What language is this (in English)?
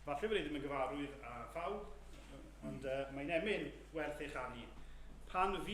Welsh